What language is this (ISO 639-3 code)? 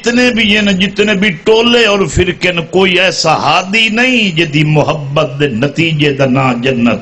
skr